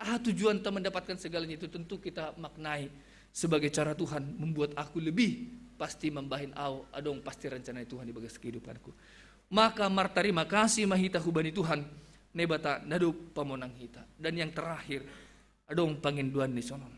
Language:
Batak Simalungun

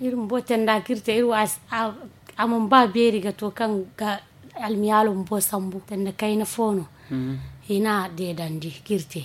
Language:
Zarma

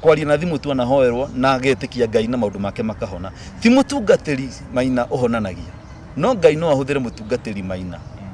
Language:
Kikuyu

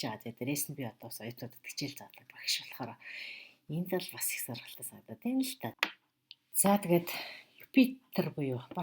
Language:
Mongolian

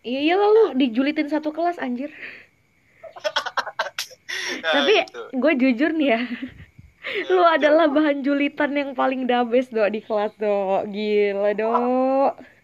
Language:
Indonesian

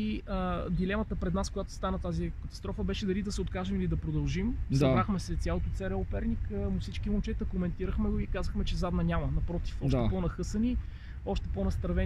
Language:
Bulgarian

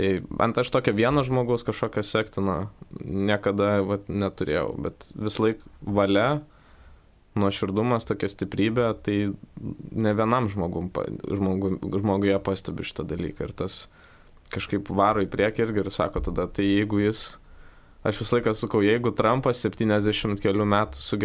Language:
Lithuanian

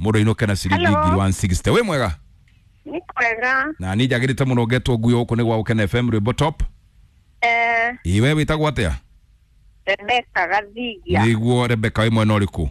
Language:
Kikuyu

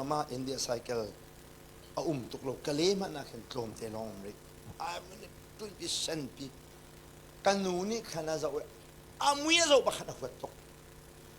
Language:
Hakha Chin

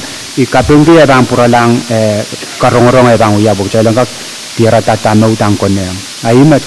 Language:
Pohnpeian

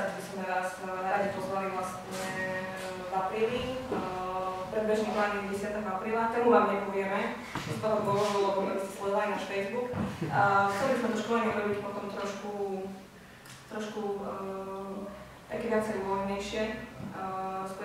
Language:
Slovak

